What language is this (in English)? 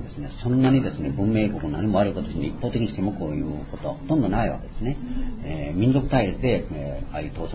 Japanese